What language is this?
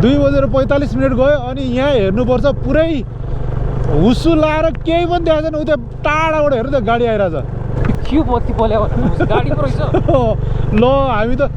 Nepali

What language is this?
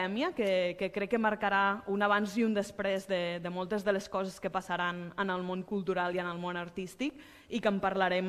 Catalan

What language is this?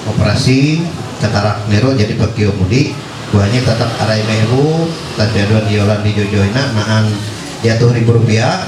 Ma'anyan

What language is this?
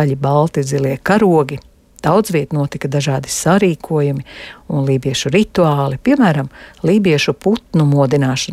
Latvian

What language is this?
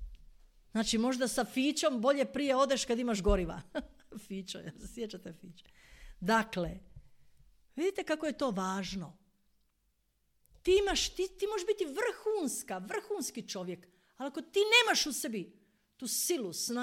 Croatian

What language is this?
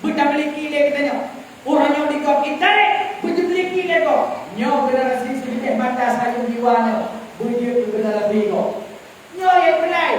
Achinese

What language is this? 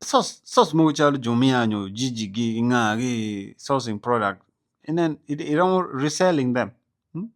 Acoli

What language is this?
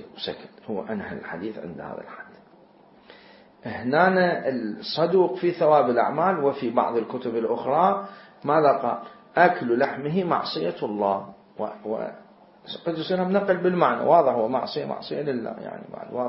Arabic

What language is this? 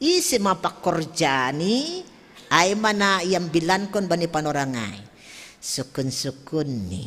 Batak Simalungun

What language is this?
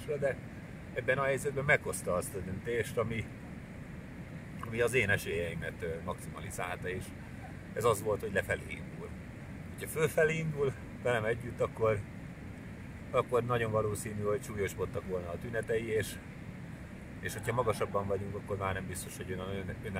Hungarian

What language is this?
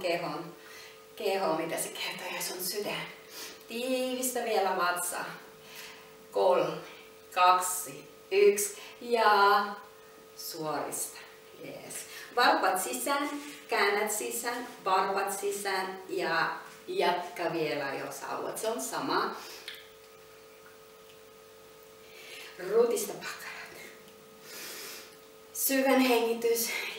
Finnish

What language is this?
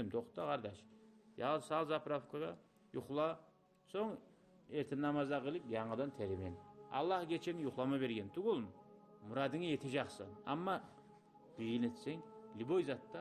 Kumyk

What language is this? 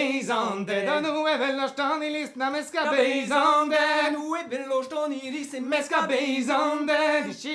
Breton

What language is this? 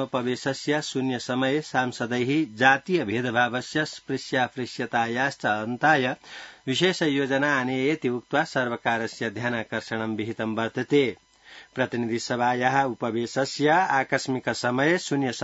Sanskrit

